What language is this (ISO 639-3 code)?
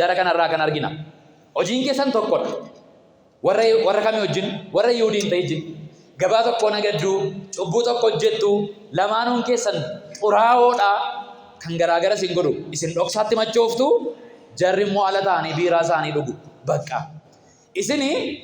orm